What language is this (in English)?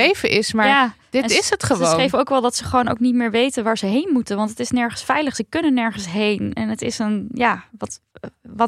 Dutch